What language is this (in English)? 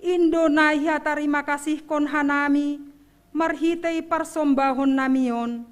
Batak Simalungun